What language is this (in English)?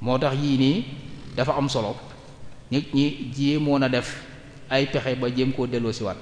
Wolof